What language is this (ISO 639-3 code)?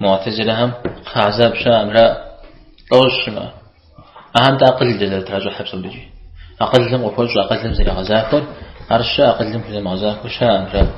kbd